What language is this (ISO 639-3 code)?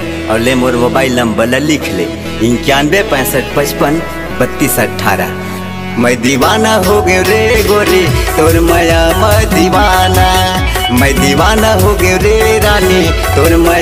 hne